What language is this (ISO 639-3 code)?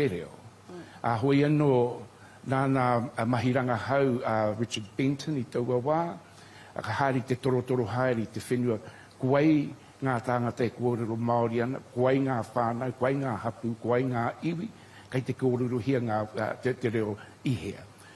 mri